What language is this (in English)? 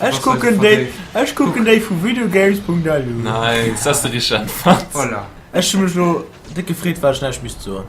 Luxembourgish